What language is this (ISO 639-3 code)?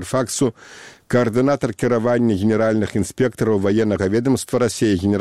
bel